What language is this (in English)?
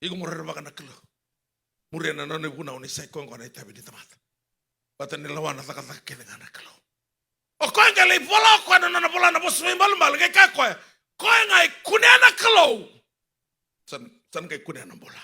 Fijian